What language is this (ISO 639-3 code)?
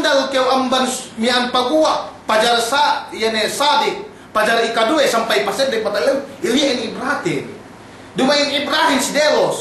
yka